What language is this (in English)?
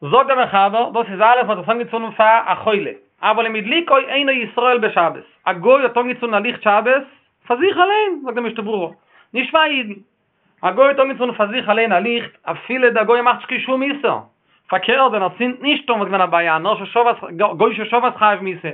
Yiddish